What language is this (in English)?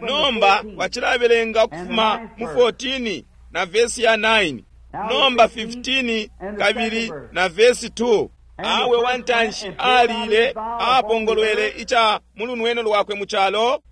Bemba